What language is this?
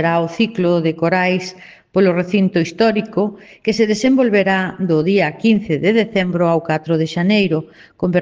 Galician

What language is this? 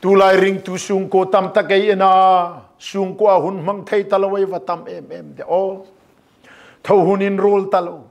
Hmar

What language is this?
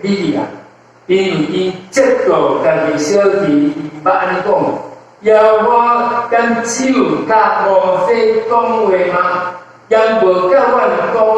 Min Nan Chinese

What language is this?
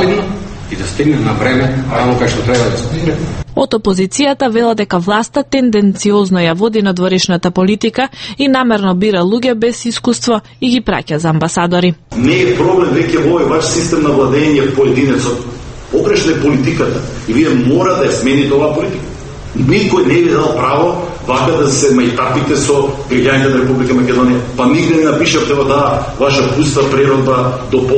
Macedonian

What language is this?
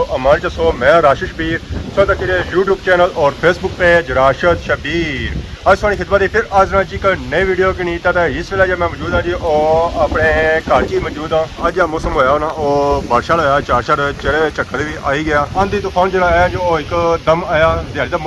Pahari-Potwari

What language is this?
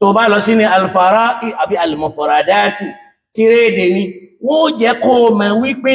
Yoruba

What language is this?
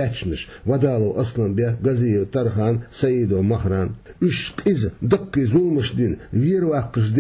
Chechen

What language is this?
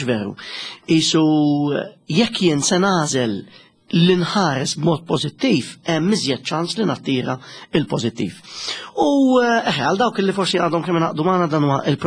Maltese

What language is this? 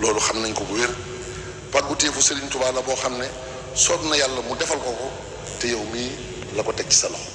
Wolof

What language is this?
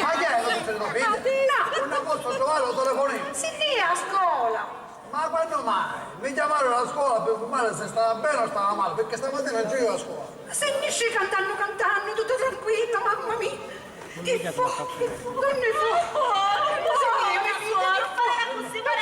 Sicilian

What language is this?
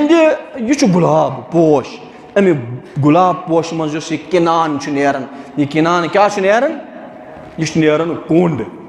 Kashmiri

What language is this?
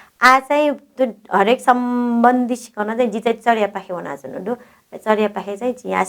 Newari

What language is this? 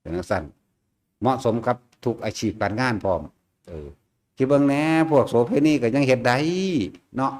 Lao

